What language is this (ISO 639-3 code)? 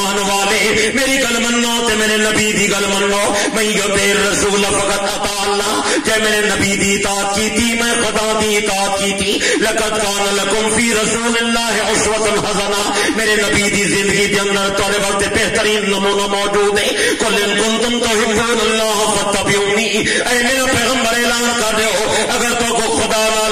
skr